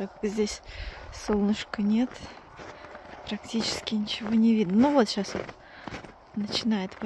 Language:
Russian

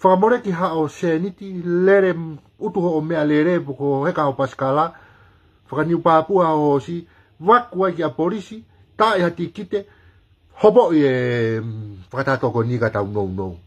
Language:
Tongan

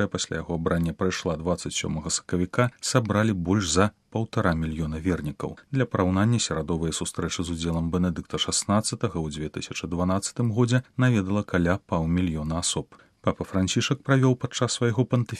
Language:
Belarusian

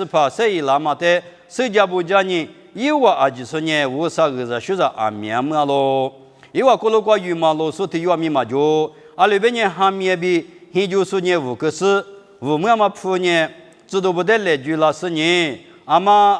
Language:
Lisu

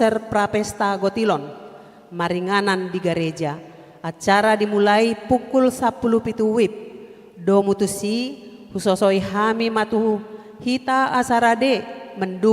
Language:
Batak Toba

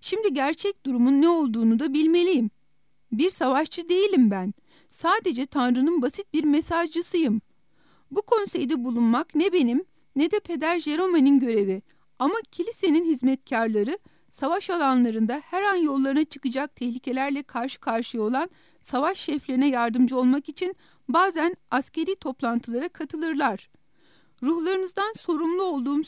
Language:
Turkish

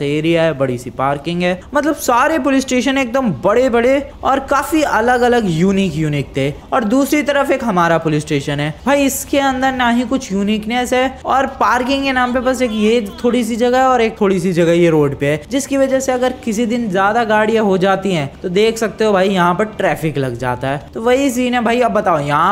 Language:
Hindi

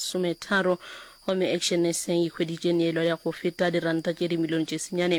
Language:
Northern Sotho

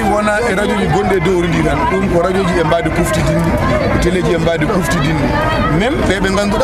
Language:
Fula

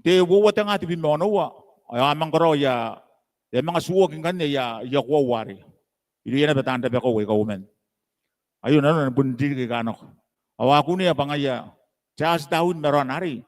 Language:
Gilbertese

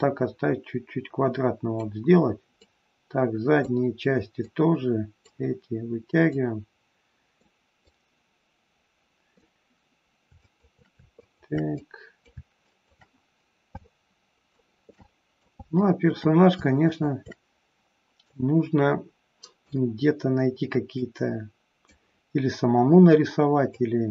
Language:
Russian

